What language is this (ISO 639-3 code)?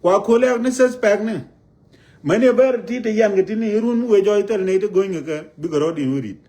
nus